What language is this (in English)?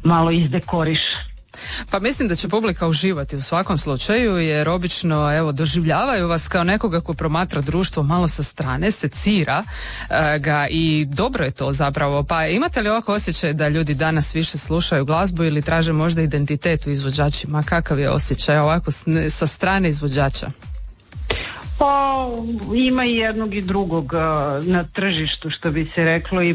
Croatian